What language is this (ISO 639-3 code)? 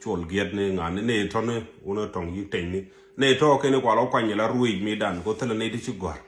nus